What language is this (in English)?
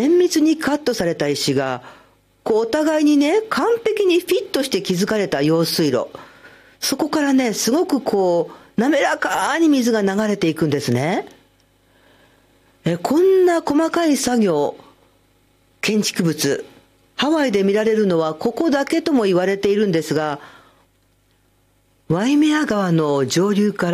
Japanese